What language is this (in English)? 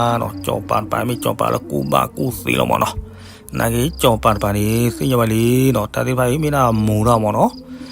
S'gaw Karen